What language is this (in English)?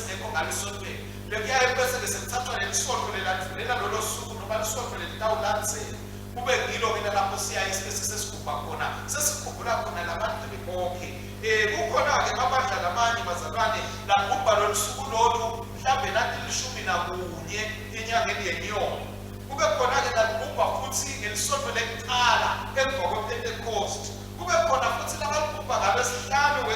Swati